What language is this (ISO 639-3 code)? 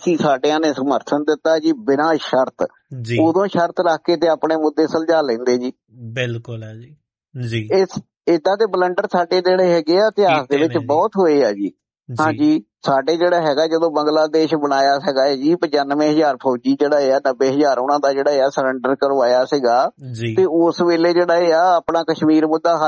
pan